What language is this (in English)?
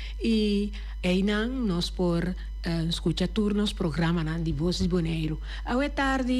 Papiamento